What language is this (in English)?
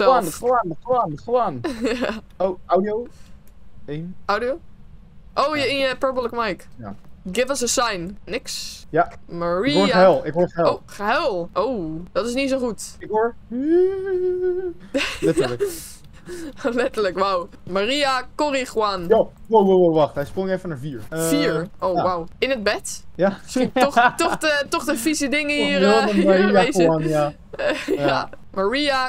Dutch